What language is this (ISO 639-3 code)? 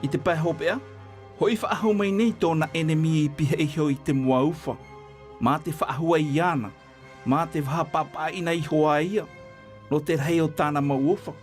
tah